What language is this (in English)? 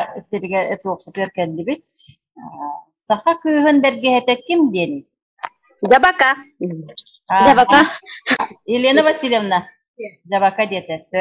Yakut